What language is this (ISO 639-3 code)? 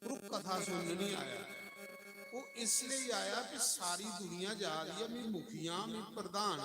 doi